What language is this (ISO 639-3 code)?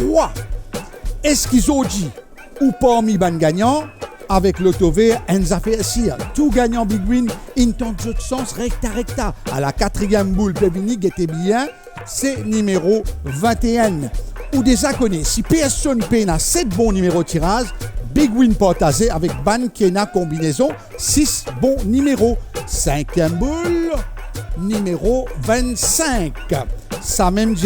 mfe